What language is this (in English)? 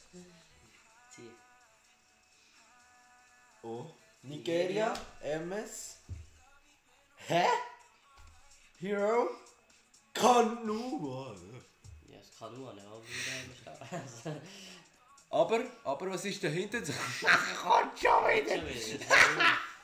German